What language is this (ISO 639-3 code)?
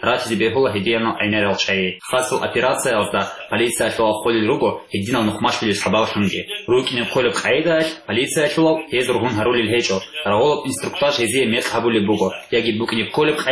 ava